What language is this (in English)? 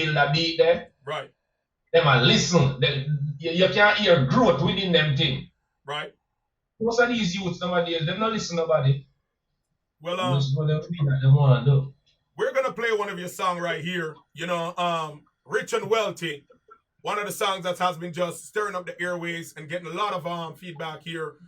Jamaican Creole English